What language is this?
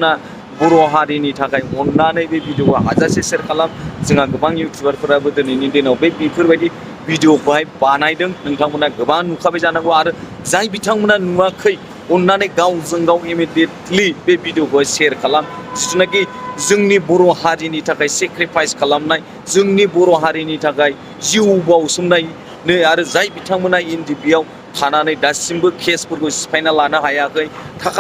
Bodo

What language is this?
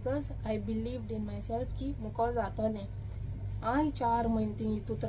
Konkani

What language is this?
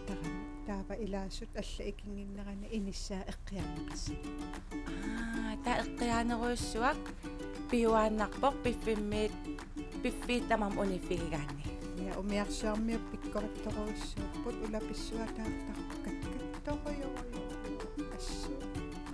Kalaallisut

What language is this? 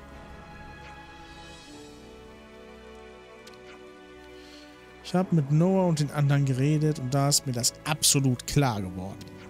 German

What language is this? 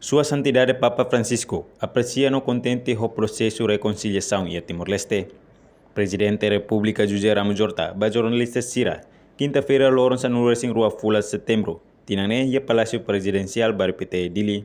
Tetum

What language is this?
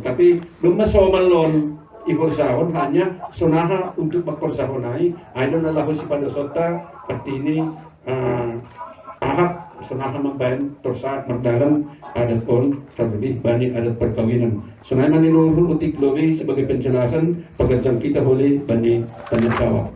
Batak Simalungun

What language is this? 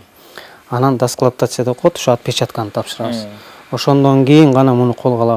Kyrgyz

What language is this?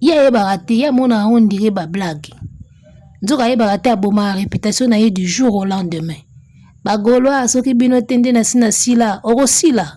Lingala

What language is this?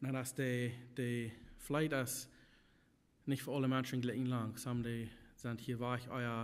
Plautdietsch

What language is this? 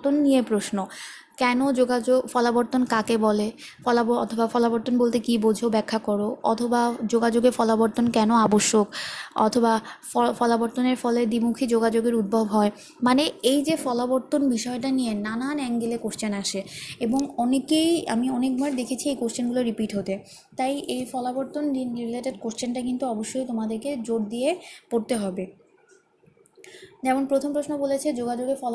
Bangla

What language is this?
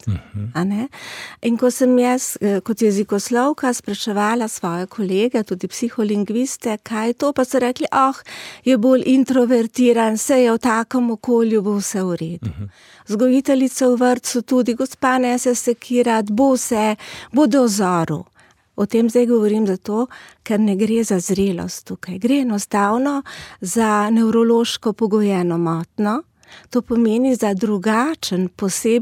Slovenian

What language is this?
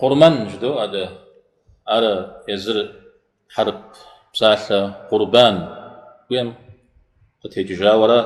Kabardian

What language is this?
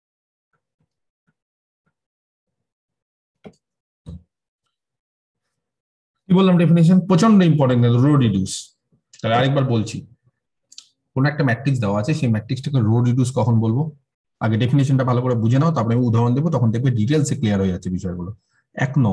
Bangla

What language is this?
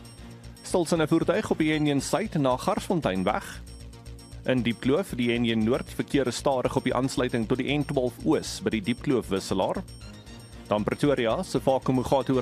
Afrikaans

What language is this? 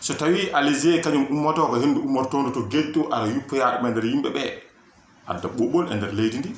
Fula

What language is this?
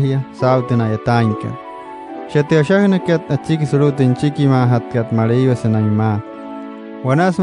Wayuu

